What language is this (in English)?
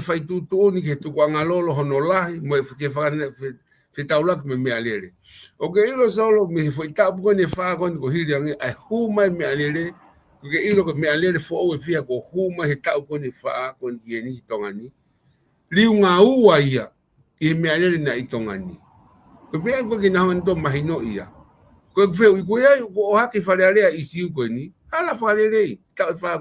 Tongan